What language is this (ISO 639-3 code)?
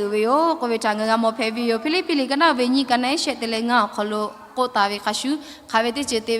lhu